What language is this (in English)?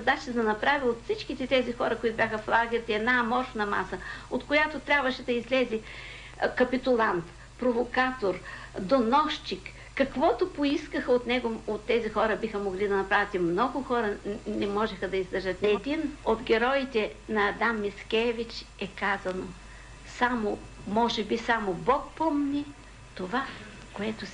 Bulgarian